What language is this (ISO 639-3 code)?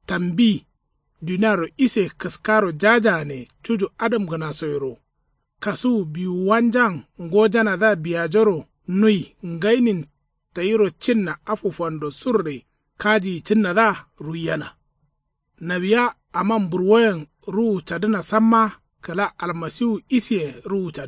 kau